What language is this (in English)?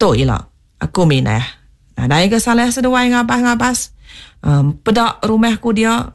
Iban